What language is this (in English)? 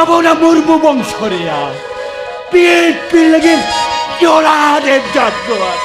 Santali